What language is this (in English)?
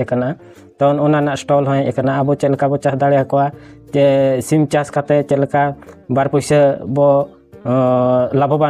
Santali